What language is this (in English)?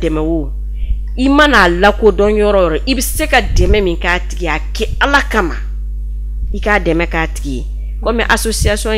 Bambara